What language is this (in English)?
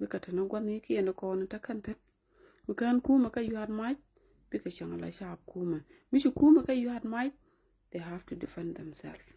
Nuer